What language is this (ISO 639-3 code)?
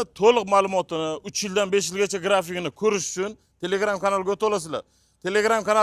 uzb